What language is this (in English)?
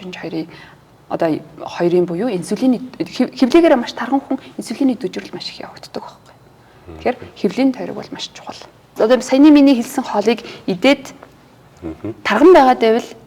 Mongolian